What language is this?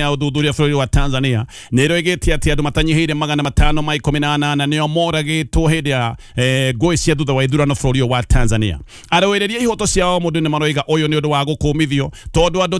Kikuyu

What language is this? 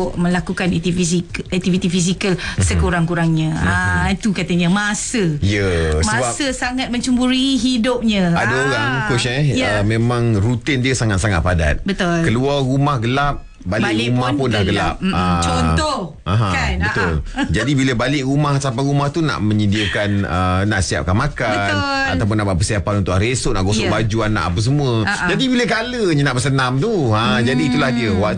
Malay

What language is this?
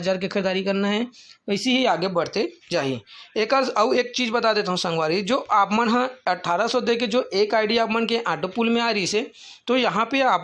Chhattisgarhi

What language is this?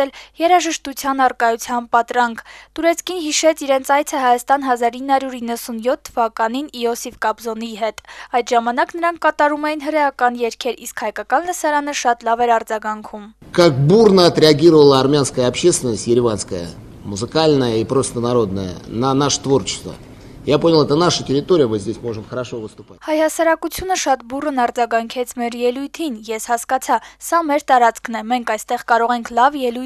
Armenian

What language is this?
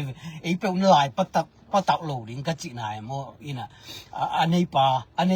Tedim Chin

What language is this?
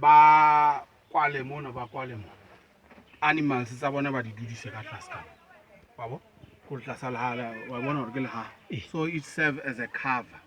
Southern Sotho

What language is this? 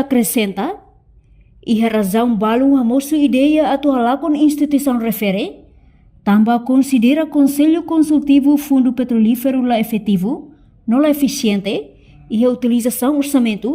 Tetum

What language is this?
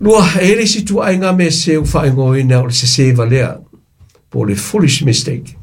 Samoan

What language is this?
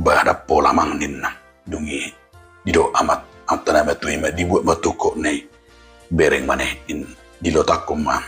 Batak Toba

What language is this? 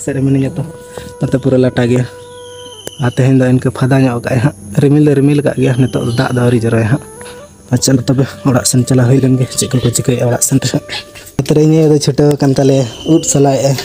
Santali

